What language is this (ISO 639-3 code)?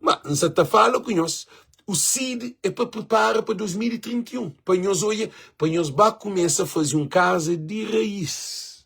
kea